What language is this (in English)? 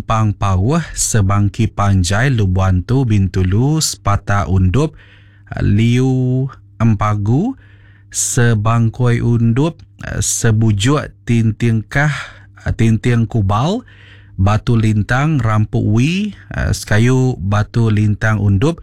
Iban